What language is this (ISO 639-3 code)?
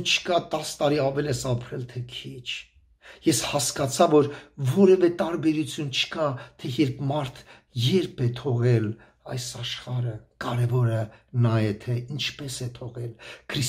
hye